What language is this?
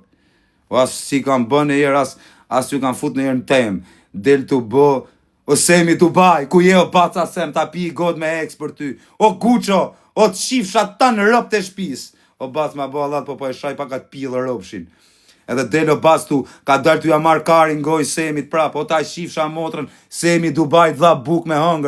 Albanian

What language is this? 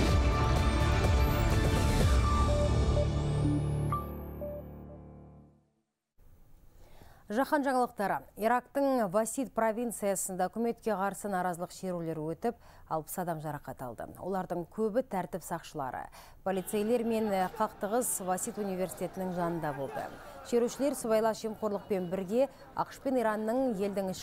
Kazakh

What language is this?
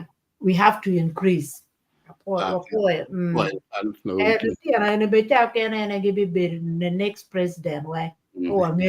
Acoli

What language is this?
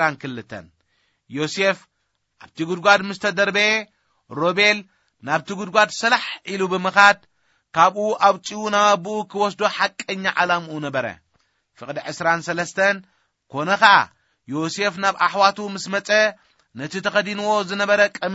Tigrinya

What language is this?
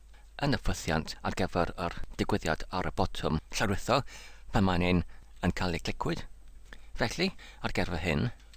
Welsh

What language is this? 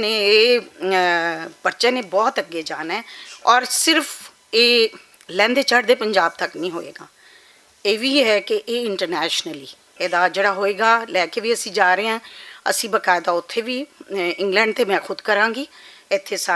Western Panjabi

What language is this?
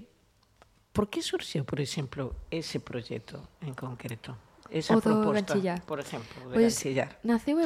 Galician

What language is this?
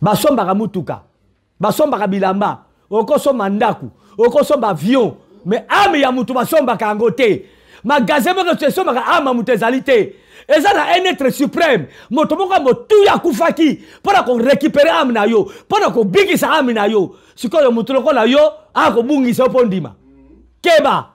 Lingala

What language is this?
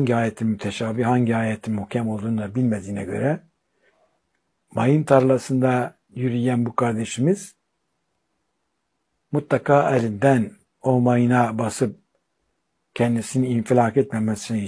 Turkish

